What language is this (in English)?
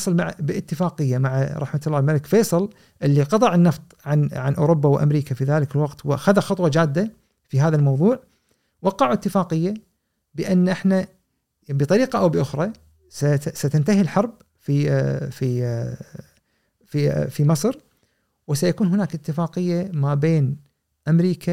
Gulf Arabic